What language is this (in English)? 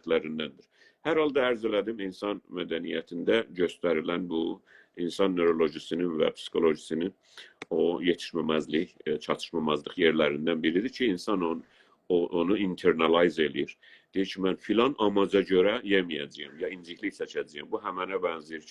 South Azerbaijani